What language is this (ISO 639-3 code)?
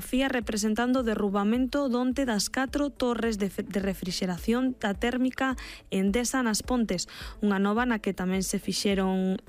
glg